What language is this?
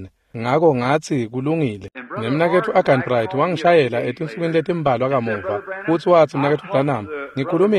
Swati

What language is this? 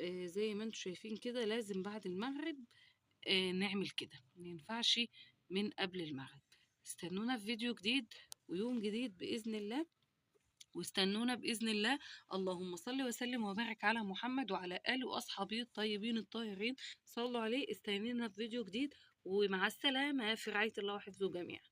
Egyptian Arabic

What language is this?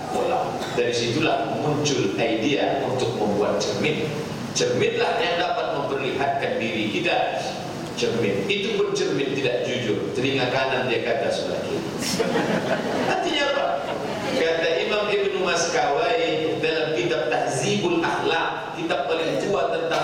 Malay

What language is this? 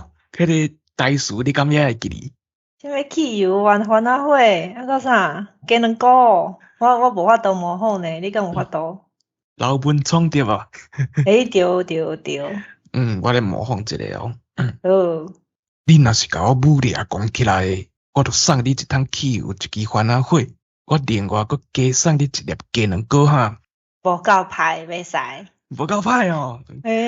Min Nan Chinese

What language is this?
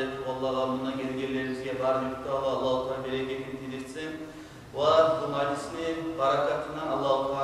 Kumyk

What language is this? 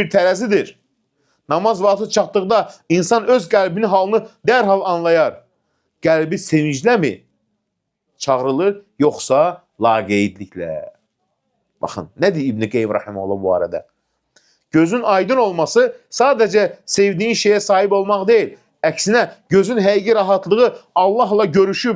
Azerbaijani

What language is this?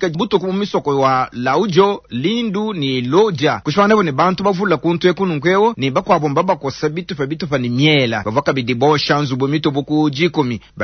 Luba-Lulua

